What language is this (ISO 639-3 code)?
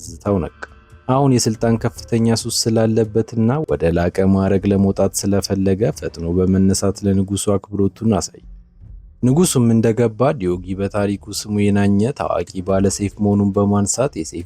amh